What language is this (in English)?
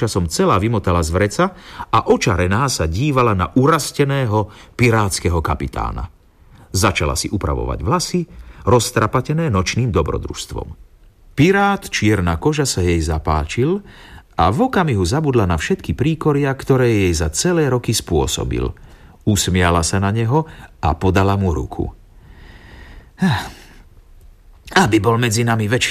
Slovak